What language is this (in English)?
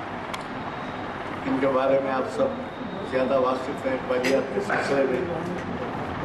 Urdu